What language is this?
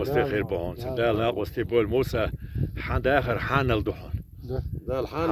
Chechen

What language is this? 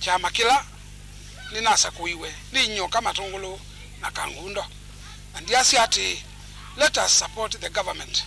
Kamba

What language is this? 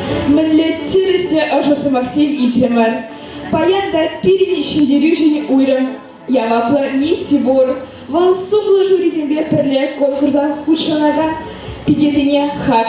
Chuvash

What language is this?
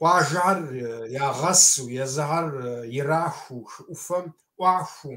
Kabardian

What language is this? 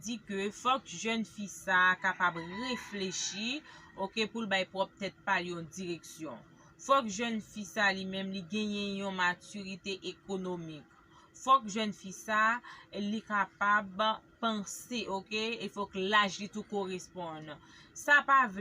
Haitian Creole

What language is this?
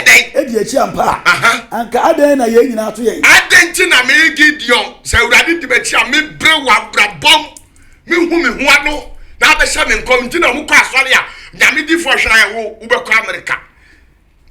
Akan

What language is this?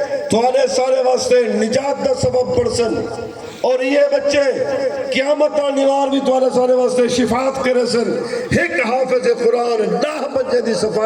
Saraiki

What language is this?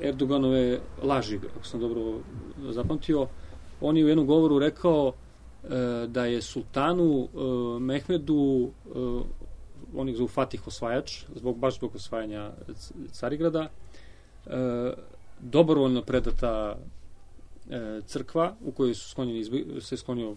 Serbian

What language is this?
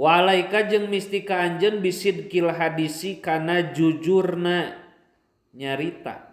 Sundanese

